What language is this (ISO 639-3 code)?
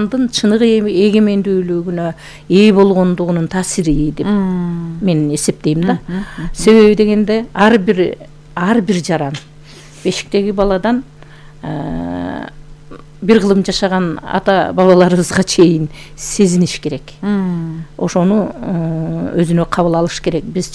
kir